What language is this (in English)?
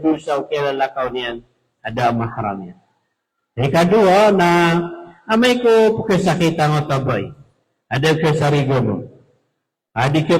Maranao